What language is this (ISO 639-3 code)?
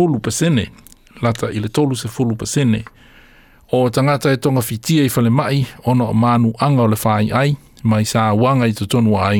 smo